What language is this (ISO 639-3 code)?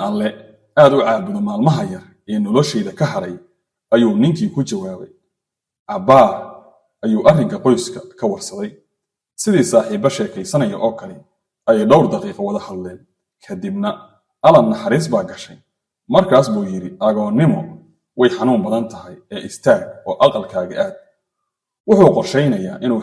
som